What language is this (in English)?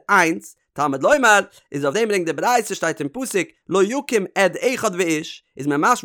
Yiddish